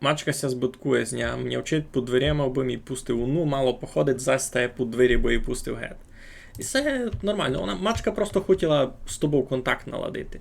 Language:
Rusyn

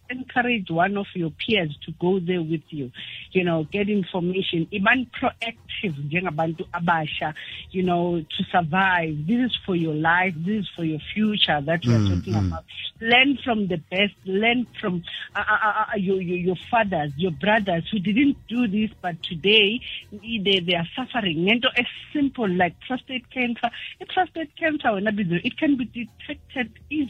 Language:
South Ndebele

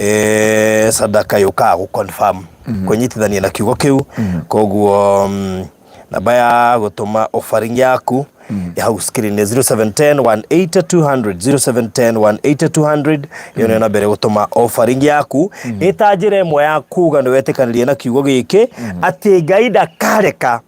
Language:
Kikuyu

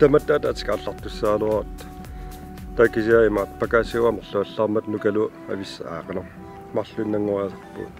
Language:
Kalaallisut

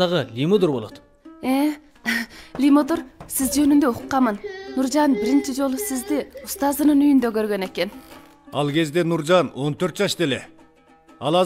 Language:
Kyrgyz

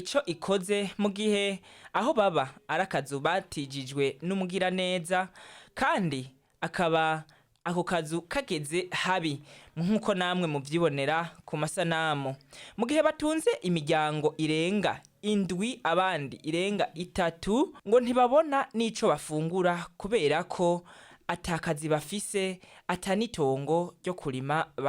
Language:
Rundi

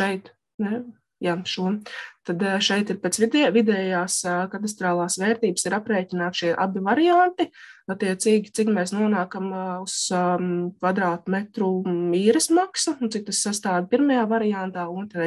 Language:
Latvian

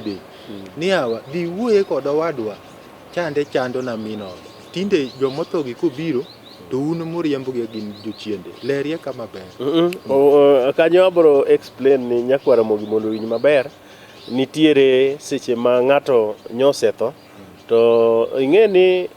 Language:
Luo (Kenya and Tanzania)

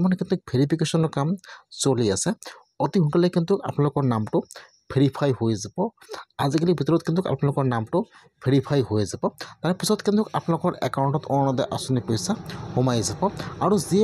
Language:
Assamese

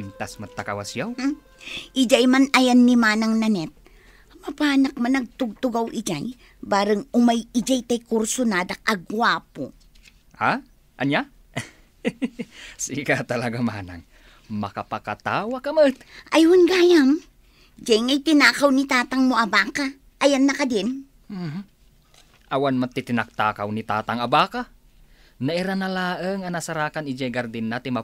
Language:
Iloko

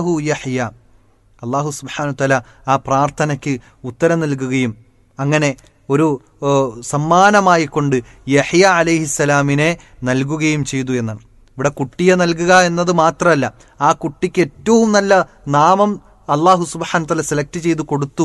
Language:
Malayalam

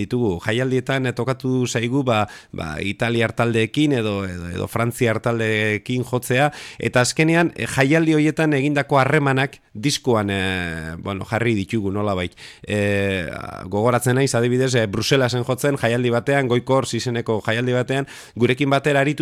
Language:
Basque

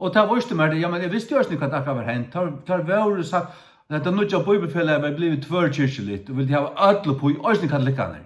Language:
Faroese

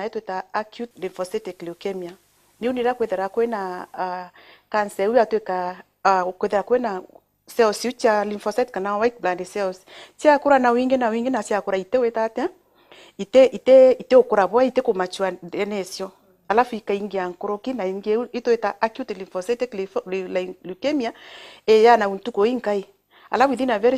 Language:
Meru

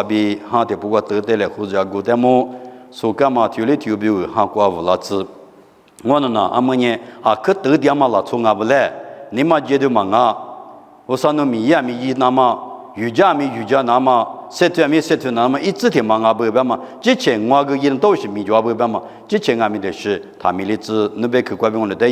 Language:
Lisu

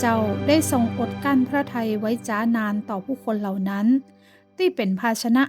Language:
Northern Thai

